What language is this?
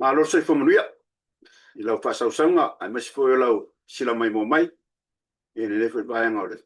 Samoan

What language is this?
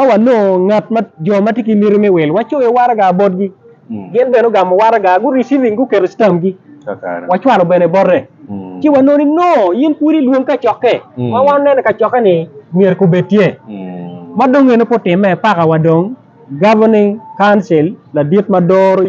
Acoli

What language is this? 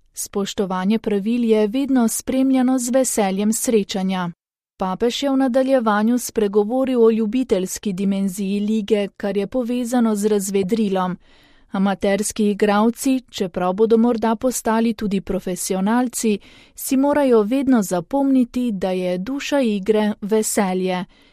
Slovenian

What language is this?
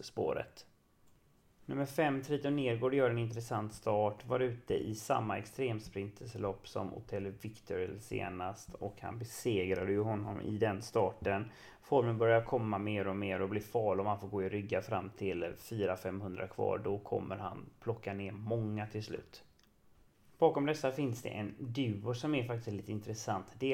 Swedish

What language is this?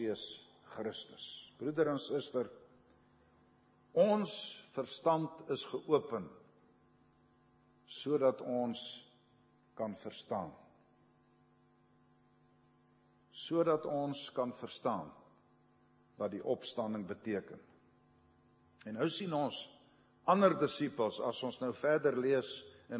Afrikaans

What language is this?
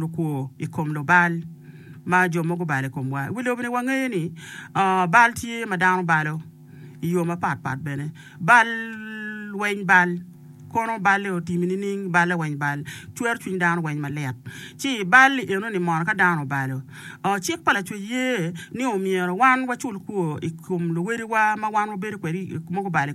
Acoli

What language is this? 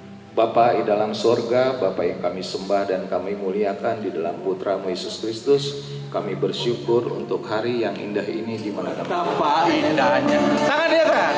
Indonesian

